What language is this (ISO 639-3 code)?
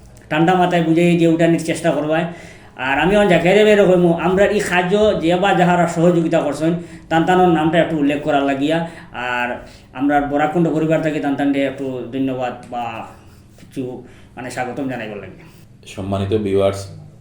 syl